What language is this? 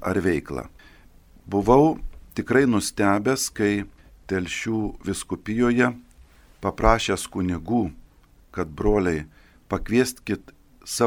Lithuanian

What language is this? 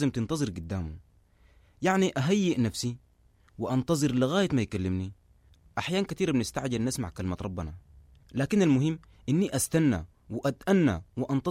Sudanese Arabic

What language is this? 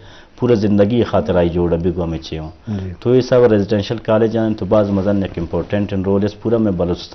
Eastern Balochi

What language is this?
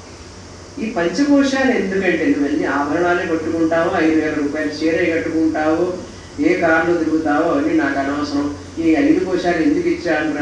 Telugu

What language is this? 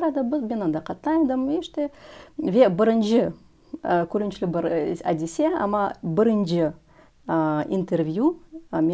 Crimean Tatar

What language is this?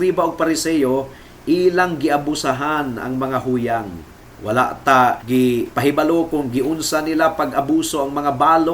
Cebuano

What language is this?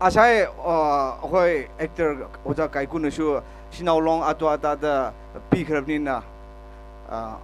Tangkhul Naga (India)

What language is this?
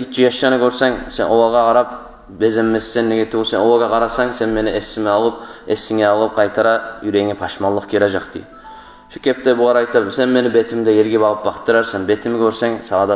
Kumyk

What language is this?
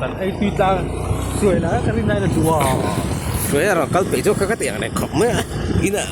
Mizo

